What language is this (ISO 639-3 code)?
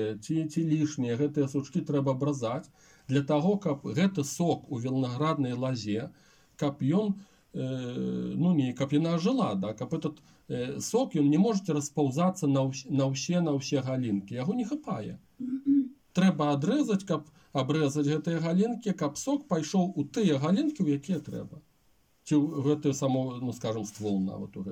bel